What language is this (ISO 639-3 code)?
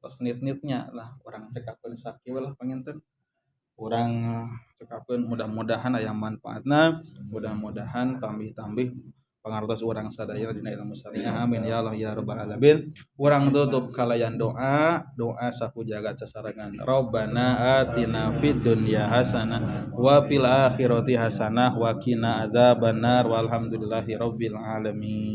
sun